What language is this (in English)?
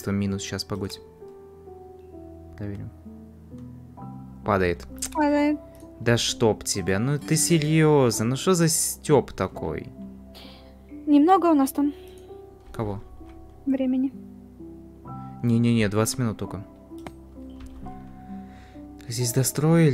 Russian